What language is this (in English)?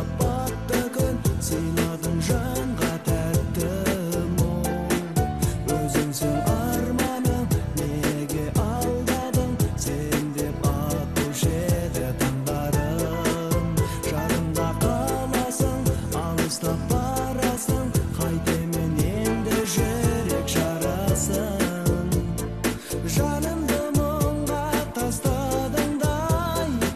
Kazakh